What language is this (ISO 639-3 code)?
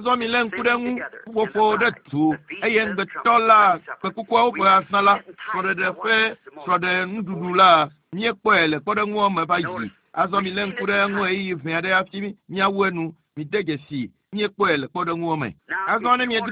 ewe